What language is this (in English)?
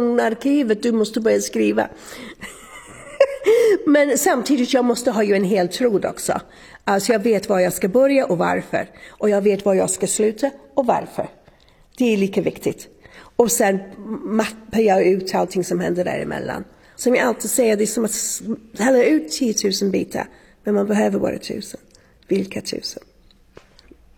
Swedish